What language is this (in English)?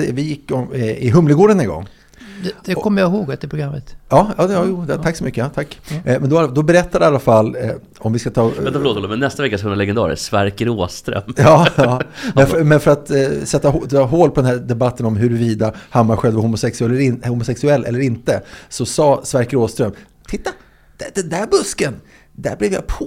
Swedish